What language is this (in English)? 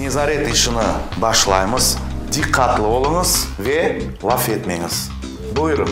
Crimean Tatar